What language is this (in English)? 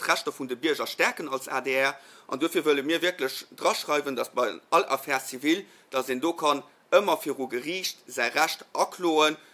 Luxembourgish